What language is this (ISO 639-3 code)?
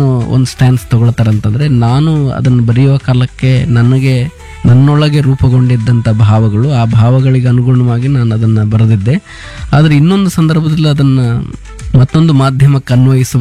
kan